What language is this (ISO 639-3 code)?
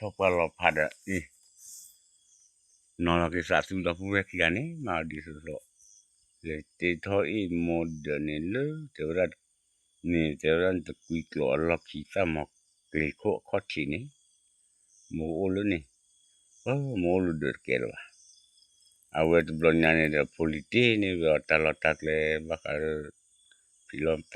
ksw